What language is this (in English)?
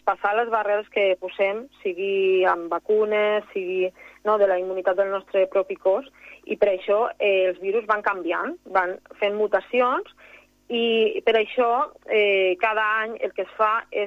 Catalan